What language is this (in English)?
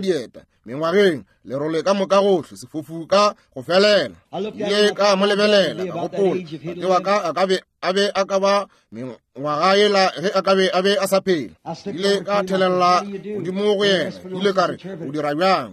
Northern Sotho